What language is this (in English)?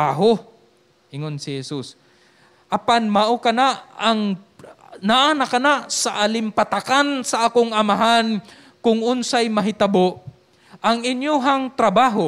Cebuano